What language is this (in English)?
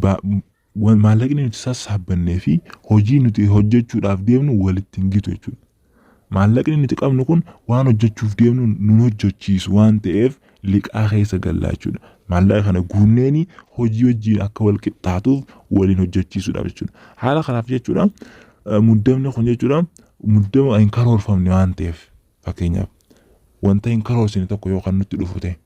Oromo